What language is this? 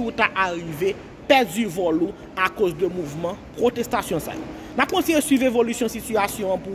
Haitian Creole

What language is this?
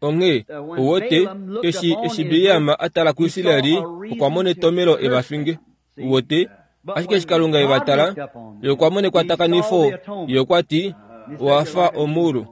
Kuanyama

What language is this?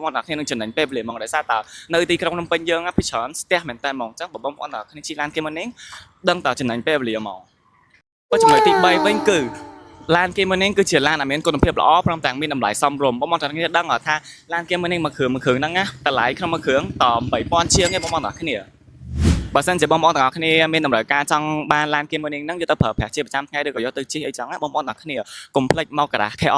Khmer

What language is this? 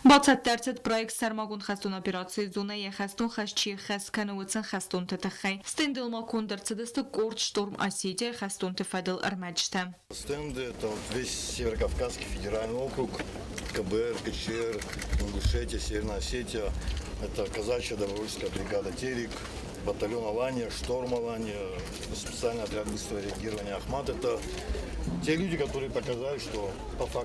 Ossetic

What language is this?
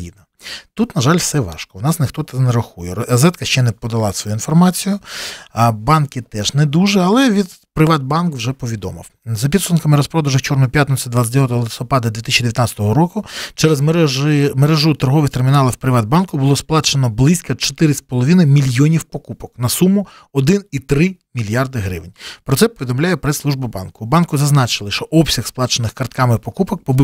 Ukrainian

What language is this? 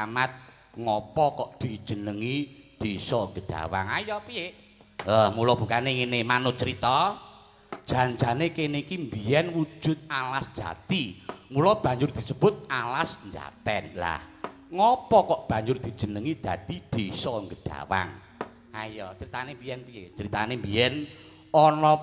Javanese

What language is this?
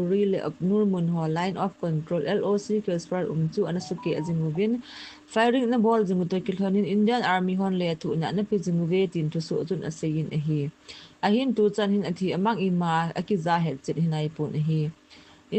Thado Chin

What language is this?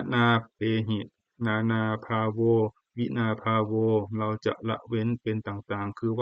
Pali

